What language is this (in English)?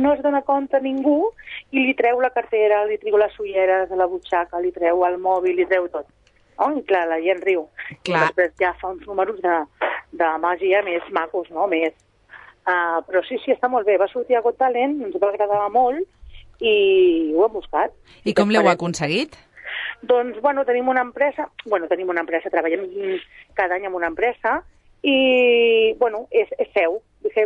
Catalan